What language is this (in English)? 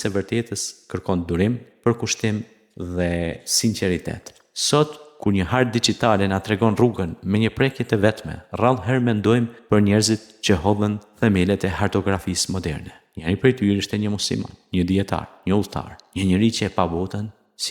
Albanian